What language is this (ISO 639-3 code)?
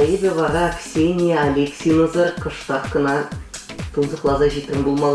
chv